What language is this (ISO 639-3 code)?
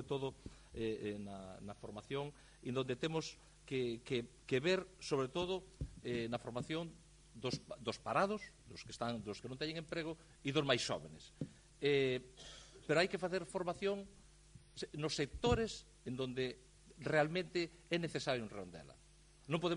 glg